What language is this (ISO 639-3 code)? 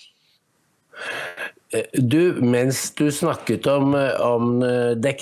nor